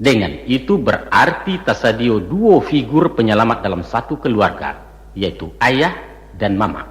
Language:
Minangkabau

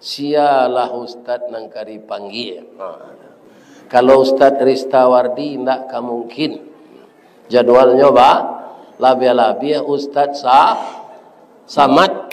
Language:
Minangkabau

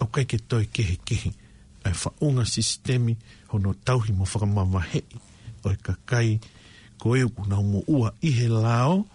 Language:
Tongan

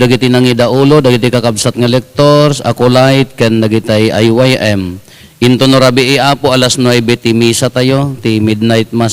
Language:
Iloko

